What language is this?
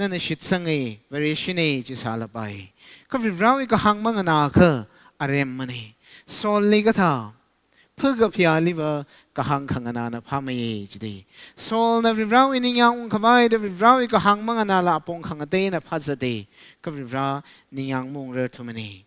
Tangkhul Naga (India)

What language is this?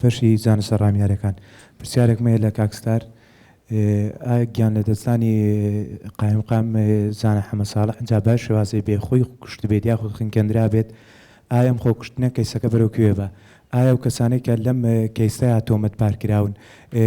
Central Kurdish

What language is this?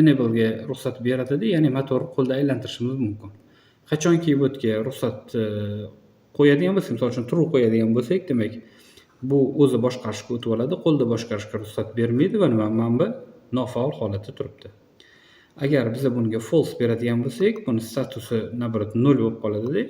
Uzbek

